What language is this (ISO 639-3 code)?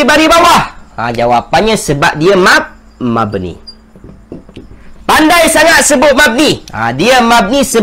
msa